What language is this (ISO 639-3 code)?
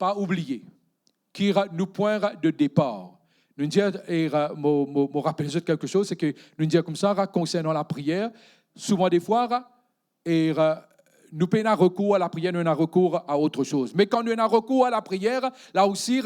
mfe